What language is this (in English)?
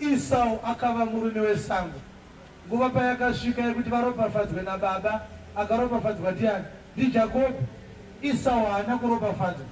Shona